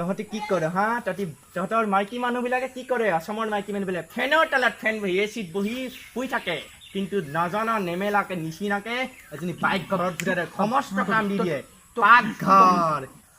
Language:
Assamese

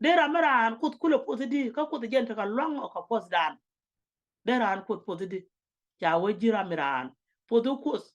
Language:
Nuer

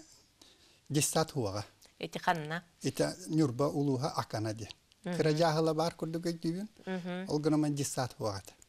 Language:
Yakut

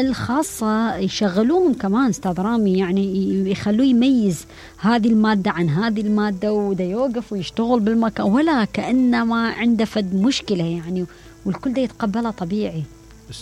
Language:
Mesopotamian Arabic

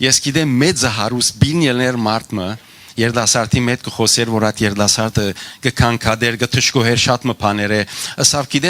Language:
Western Armenian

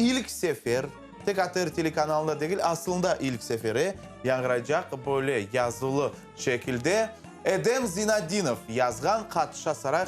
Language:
Crimean Tatar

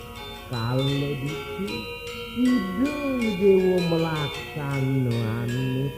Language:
Balinese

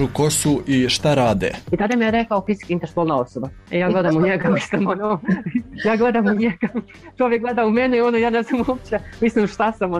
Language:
Serbian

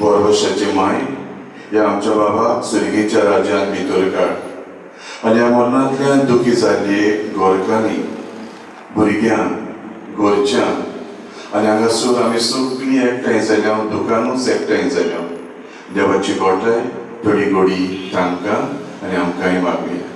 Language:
Konkani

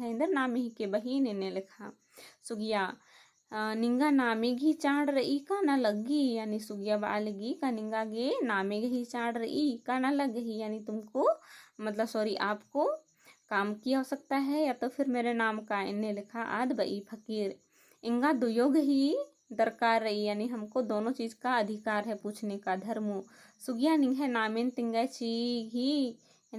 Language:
Kurukh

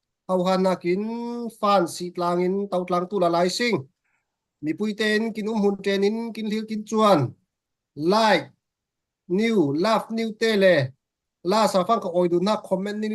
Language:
Falam Chin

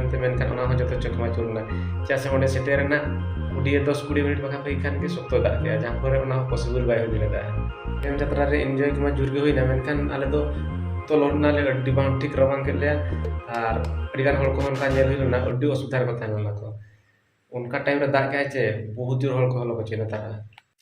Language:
Santali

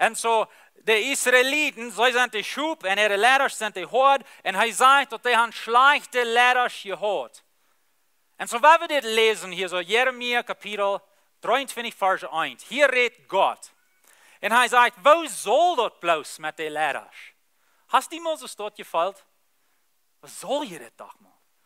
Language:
Plautdietsch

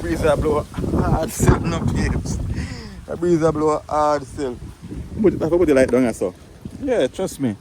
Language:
Jamaican Creole English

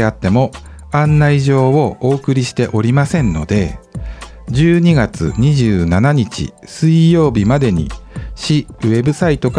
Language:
Japanese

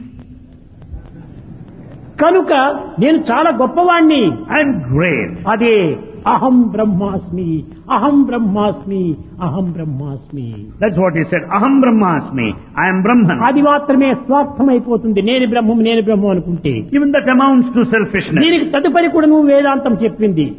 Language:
Telugu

